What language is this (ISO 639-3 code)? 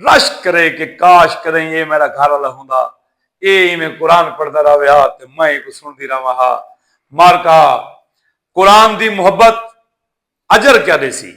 skr